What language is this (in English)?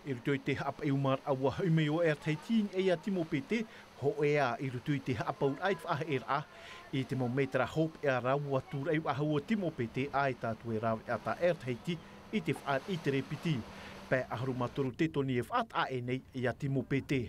Tahitian